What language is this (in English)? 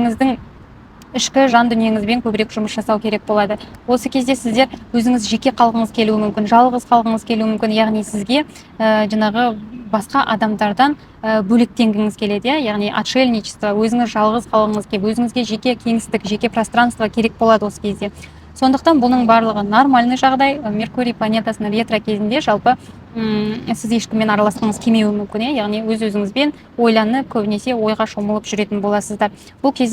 Kazakh